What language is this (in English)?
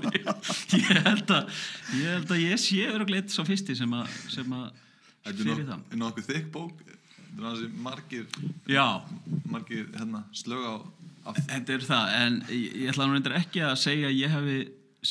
Icelandic